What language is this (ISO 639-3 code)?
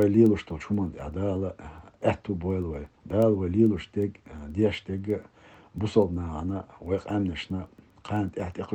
che